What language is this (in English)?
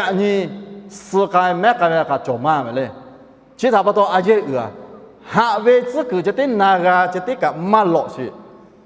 Lahu